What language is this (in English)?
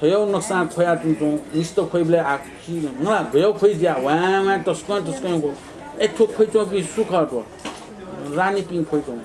Newari